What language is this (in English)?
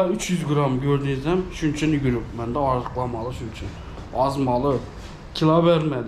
Turkmen